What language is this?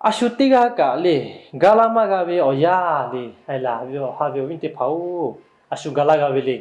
Lahu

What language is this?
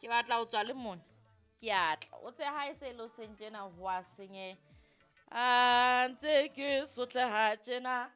Southern Sotho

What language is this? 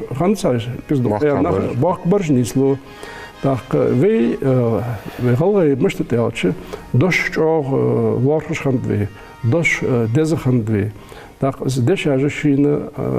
Ingush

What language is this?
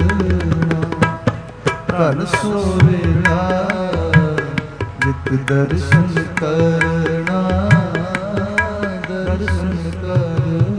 Punjabi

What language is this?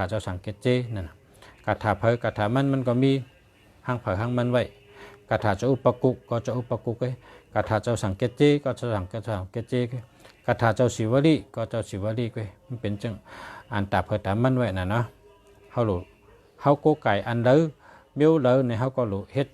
Shan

